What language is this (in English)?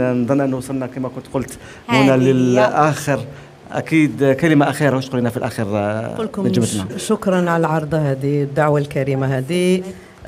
Algerian Arabic